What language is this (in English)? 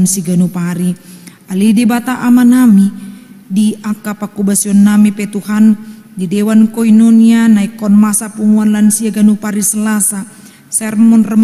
Batak Toba